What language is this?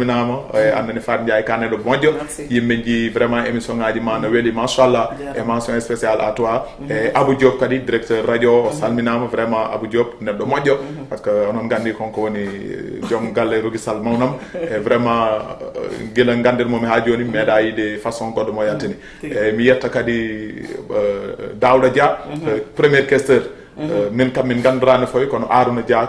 Fula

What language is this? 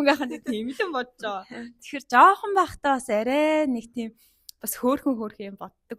Mongolian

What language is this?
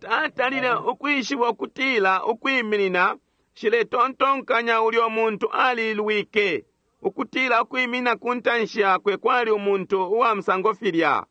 Bemba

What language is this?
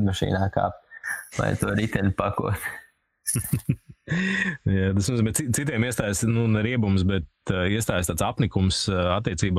Latvian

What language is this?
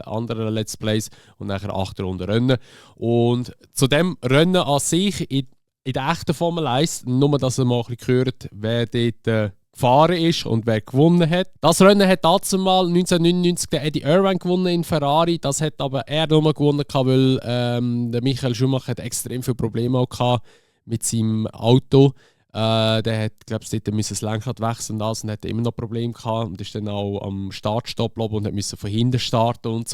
Swiss German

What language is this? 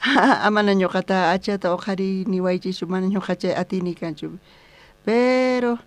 South Bolivian Quechua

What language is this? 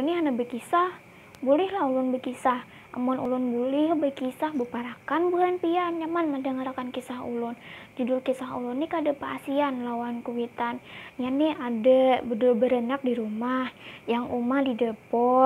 Banjar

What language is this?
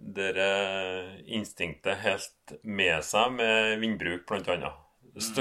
Norwegian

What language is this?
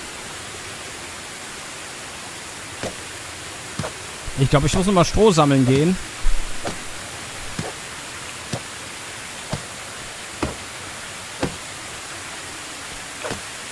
German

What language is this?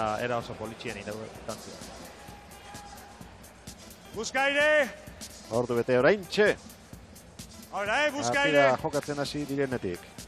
Basque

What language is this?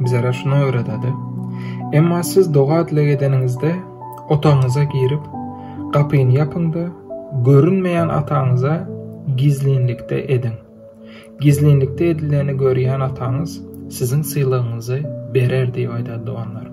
Turkmen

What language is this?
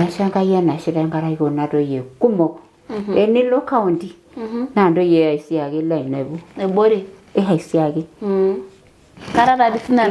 Masai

